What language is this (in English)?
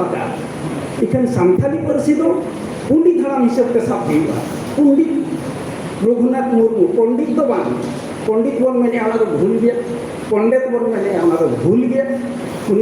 Santali